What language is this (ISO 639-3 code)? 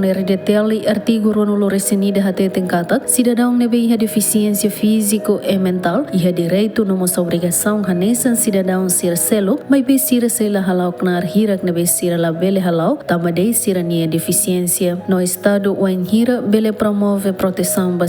tet